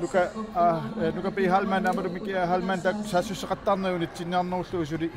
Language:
Kalaallisut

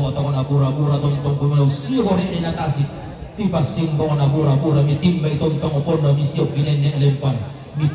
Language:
Toraja-Sa'dan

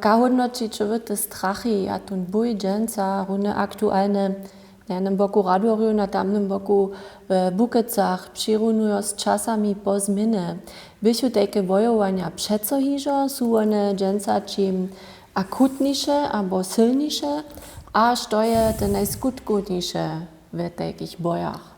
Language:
Upper Sorbian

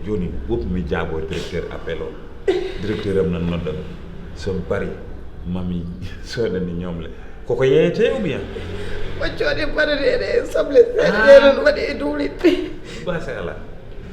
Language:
Fula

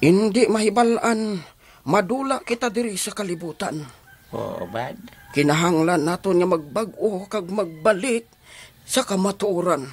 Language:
Hiligaynon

